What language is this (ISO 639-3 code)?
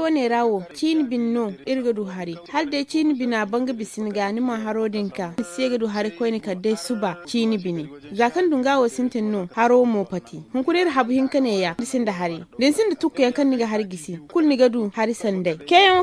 dje